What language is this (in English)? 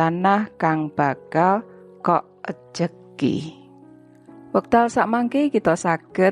Javanese